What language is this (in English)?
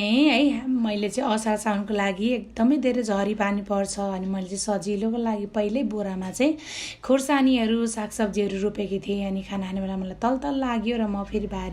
Nepali